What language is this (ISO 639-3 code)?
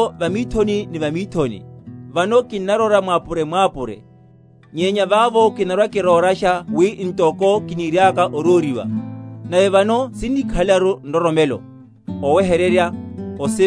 vmw